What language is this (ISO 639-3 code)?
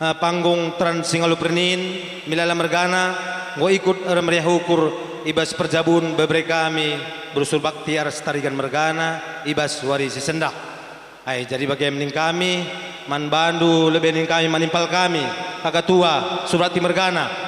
btx